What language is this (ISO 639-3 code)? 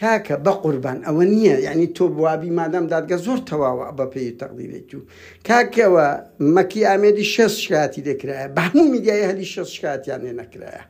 ckb